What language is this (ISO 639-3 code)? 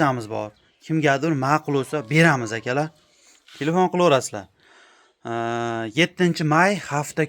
uzb